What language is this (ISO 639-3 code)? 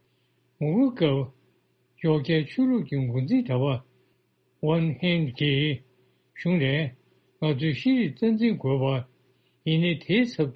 bod